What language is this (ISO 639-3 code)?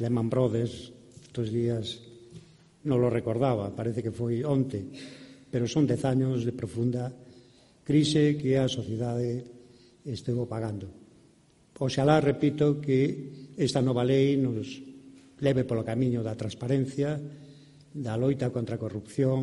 glg